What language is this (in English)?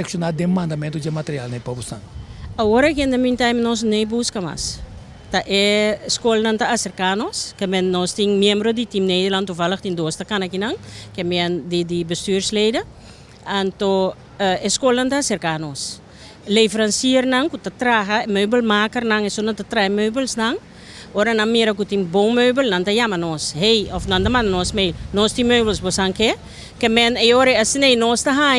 Papiamento